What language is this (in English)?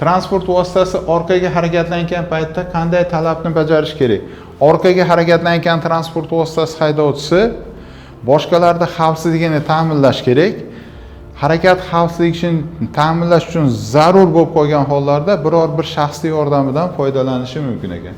Uzbek